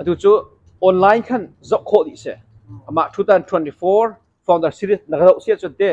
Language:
Hakha Chin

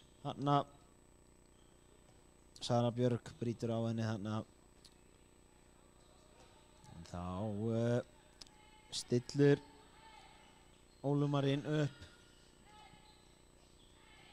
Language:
Icelandic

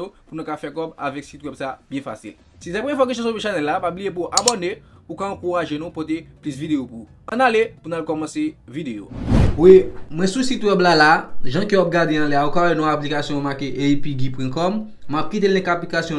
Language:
Haitian Creole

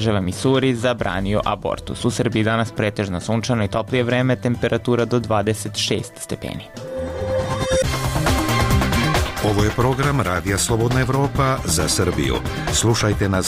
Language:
Serbian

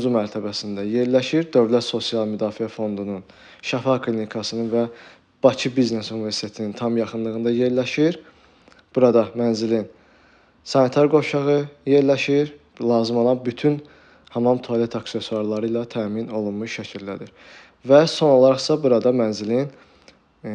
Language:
Azerbaijani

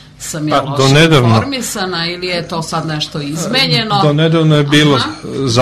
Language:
Serbian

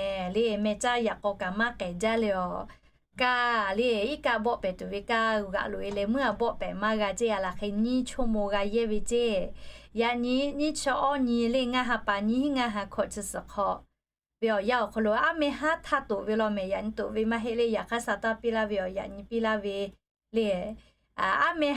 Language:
Lahu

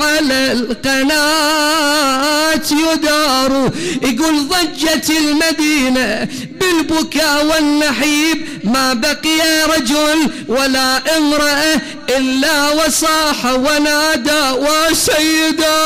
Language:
Mesopotamian Arabic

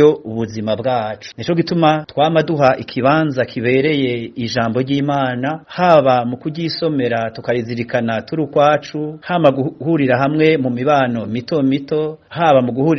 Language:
Rundi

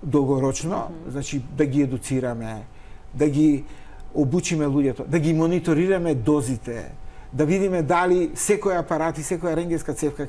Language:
Macedonian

